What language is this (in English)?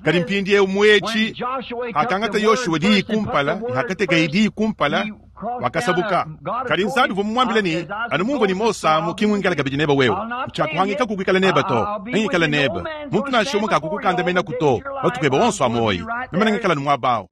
Luba-Lulua